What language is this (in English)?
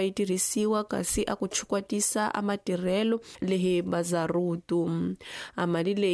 Tsonga